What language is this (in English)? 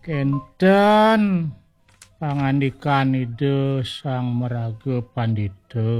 Balinese